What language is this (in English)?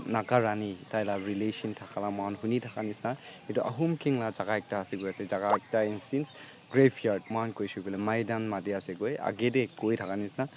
Naga Pidgin